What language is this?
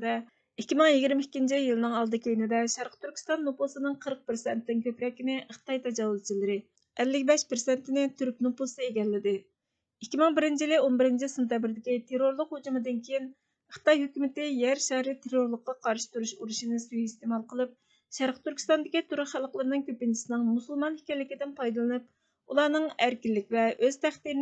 Uyghur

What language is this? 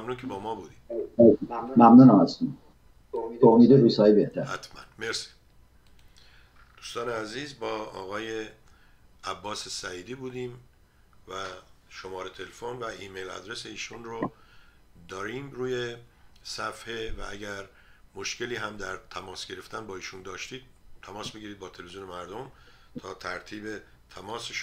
Persian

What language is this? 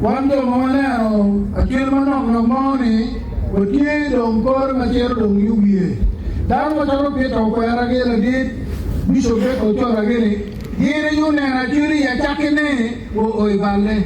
Acoli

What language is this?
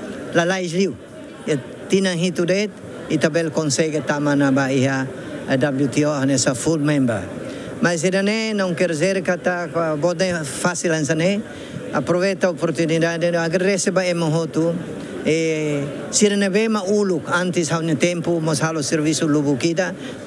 Tetum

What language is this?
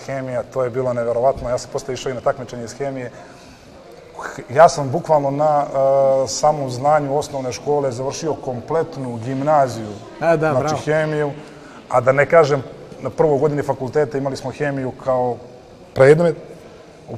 Serbian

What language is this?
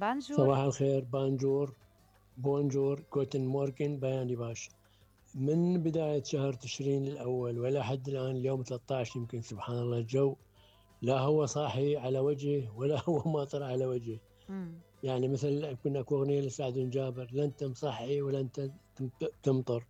Mesopotamian Arabic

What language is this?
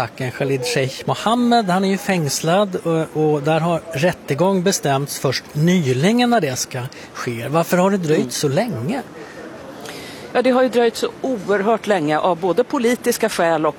Swedish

